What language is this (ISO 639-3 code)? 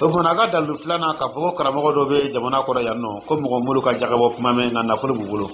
dyu